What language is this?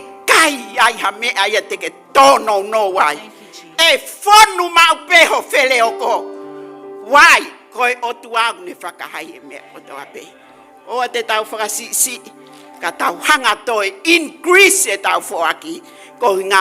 Tongan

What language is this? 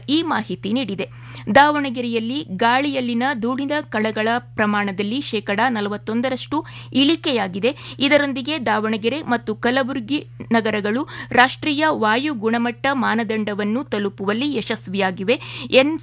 Kannada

